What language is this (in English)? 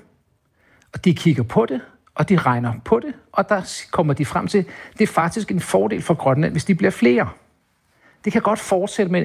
Danish